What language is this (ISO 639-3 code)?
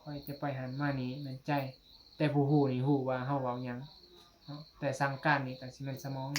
tts